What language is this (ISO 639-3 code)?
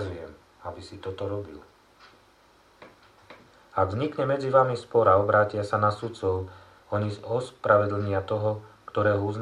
slk